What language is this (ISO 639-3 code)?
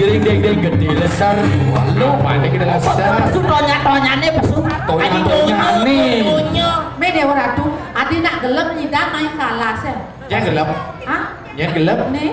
ban